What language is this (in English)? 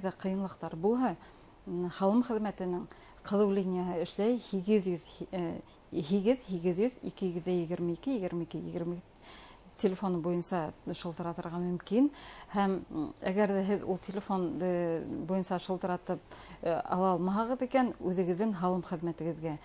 Bashkir